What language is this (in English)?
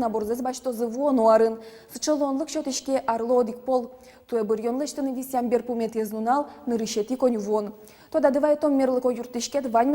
Udmurt